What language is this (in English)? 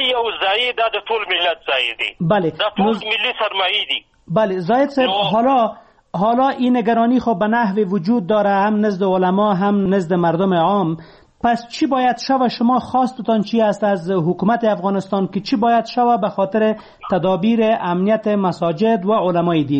Persian